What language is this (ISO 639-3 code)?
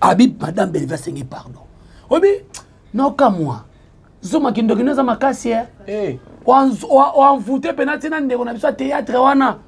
lin